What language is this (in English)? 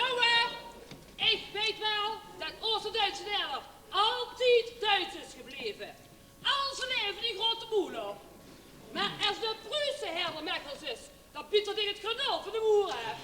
Limburgish